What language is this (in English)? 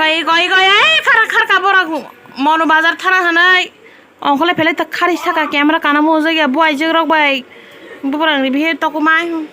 Kok Borok